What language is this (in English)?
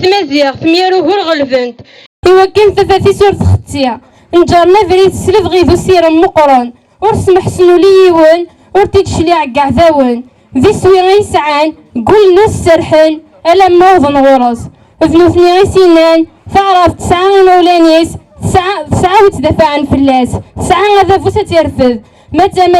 Kabyle